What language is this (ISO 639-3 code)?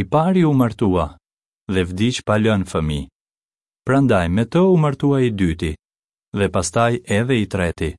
sqi